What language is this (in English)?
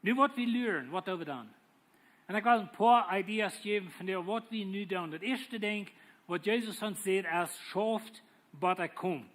Plautdietsch